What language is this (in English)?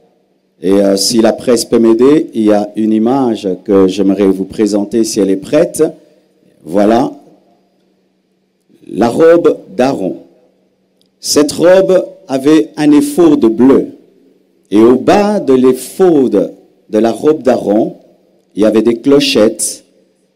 French